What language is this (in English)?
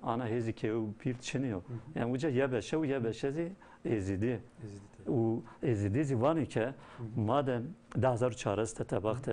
Zaza